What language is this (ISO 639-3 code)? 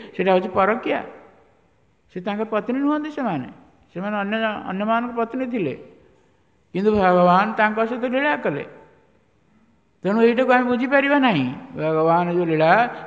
ori